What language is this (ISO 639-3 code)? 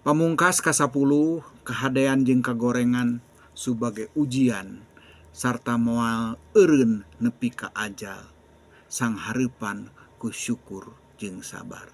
sun